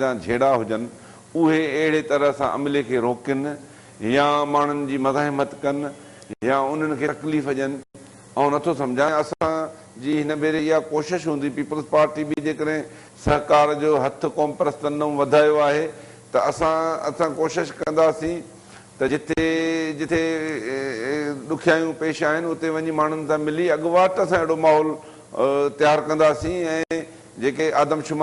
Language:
Sindhi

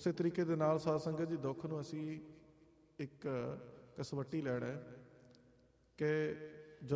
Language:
Punjabi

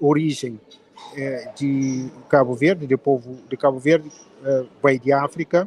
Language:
Kabuverdianu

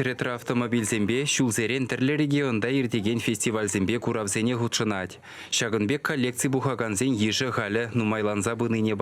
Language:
Chuvash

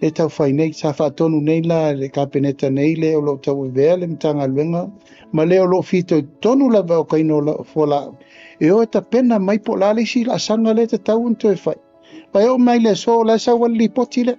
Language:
Samoan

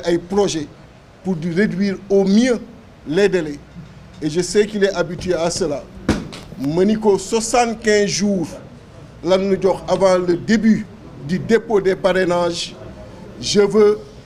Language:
Wolof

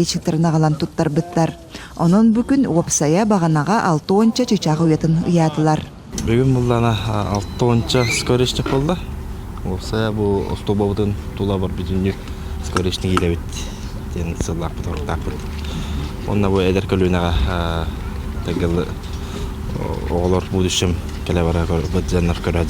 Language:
Yakut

